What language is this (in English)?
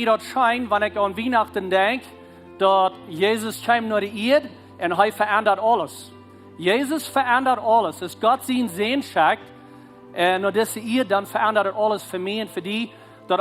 Plautdietsch